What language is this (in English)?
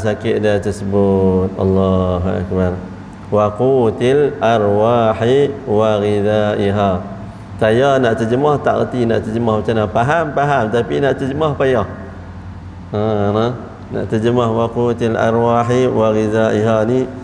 Malay